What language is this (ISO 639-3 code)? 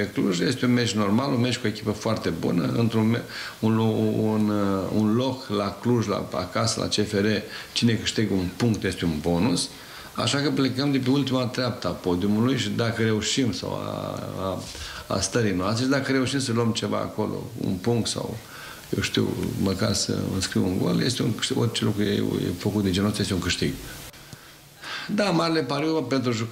ron